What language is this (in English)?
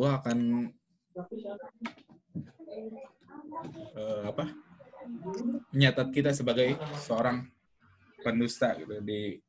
Indonesian